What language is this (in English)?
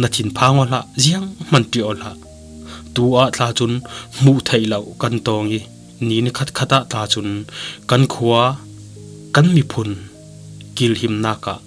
Falam Chin